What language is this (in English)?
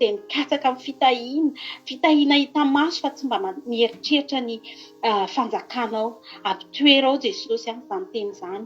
Malagasy